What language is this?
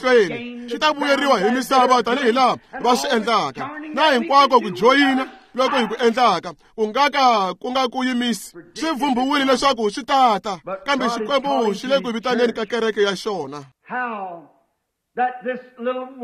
Tsonga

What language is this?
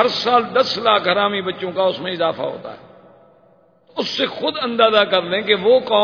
Urdu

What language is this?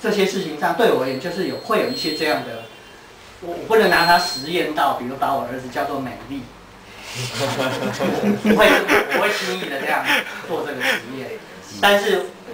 Chinese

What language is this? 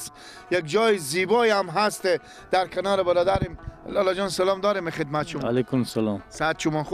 Persian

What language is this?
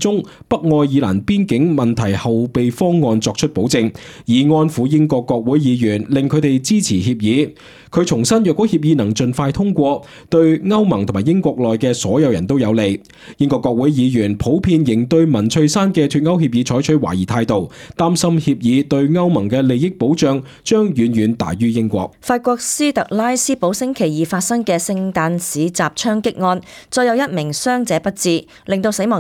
Cantonese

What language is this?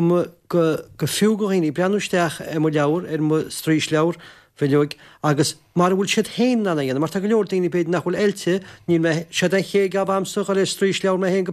Irish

